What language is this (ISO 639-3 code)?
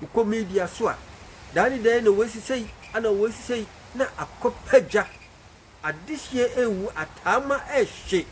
aka